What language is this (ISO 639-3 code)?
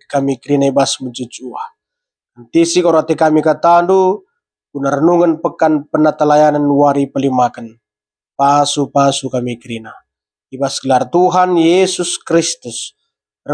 btx